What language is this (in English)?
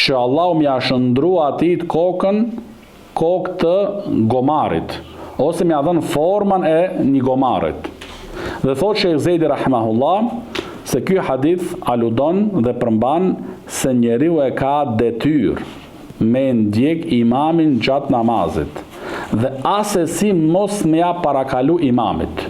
Albanian